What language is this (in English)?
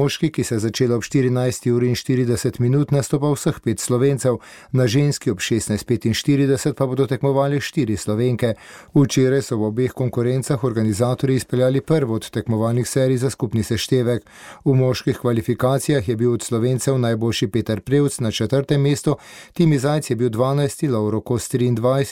Slovenian